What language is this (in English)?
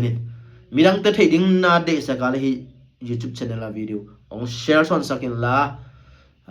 Tedim Chin